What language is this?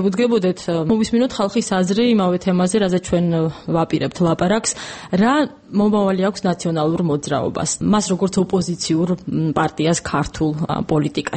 Georgian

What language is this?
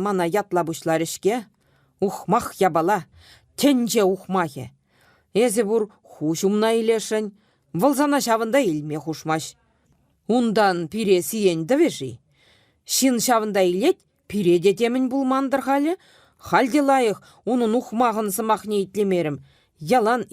Chuvash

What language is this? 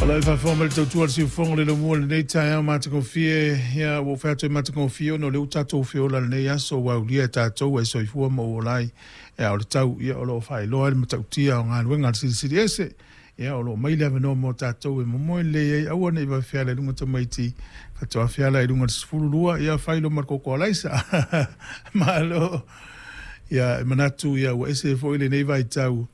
Samoan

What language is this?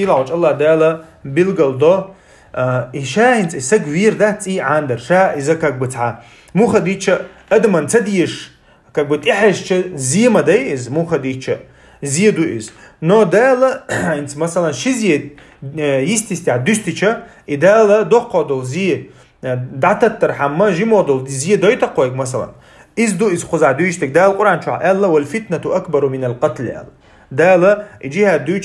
Chechen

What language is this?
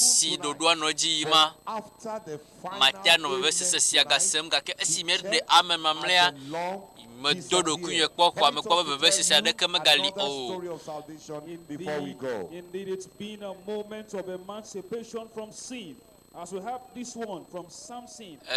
Ewe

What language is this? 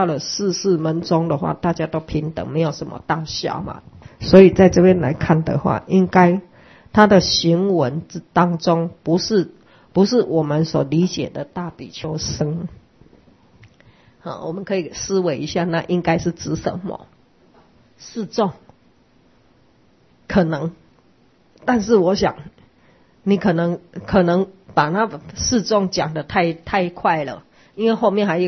Chinese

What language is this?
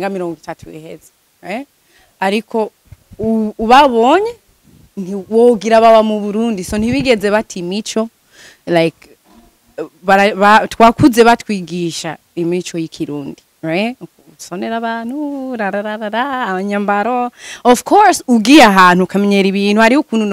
Rundi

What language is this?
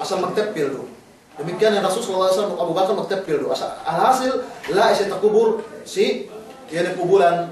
Yakan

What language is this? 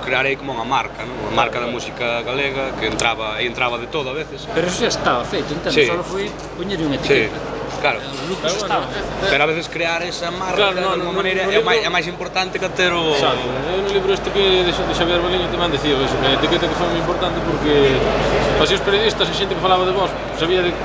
Galician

